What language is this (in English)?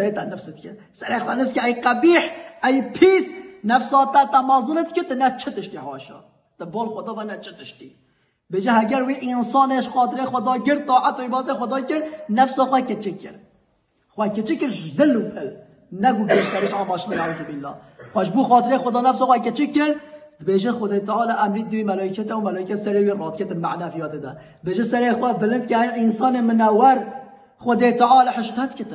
Kurdish